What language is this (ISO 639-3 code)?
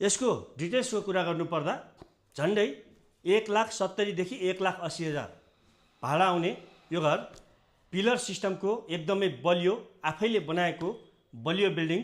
nep